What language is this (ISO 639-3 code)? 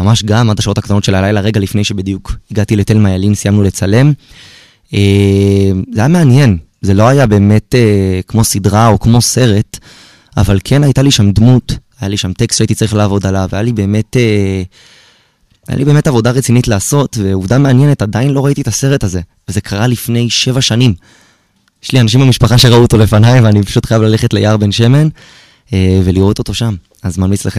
heb